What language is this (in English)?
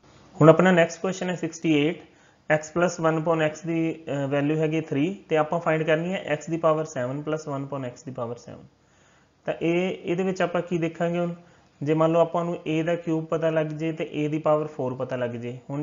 Punjabi